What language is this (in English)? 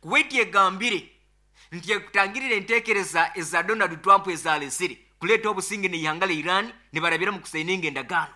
Nyoro